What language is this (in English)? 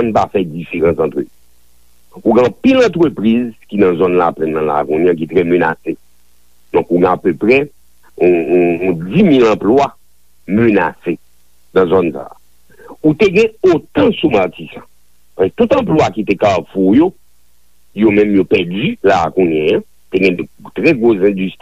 Haitian Creole